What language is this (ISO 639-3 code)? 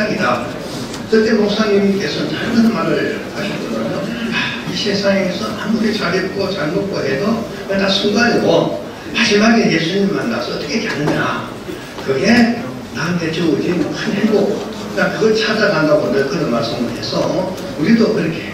kor